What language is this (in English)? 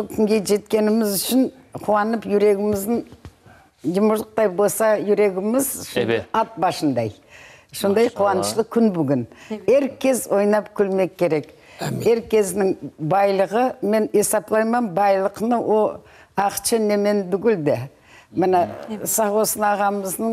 Crimean Tatar